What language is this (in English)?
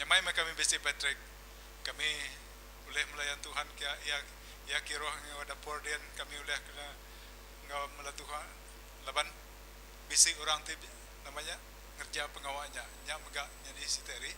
Iban